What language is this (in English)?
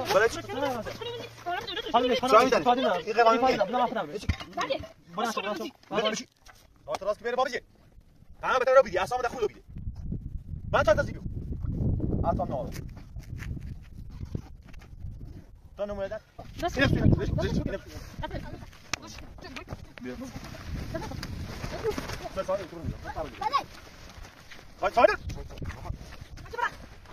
Persian